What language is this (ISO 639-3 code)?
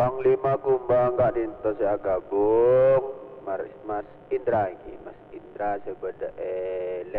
mad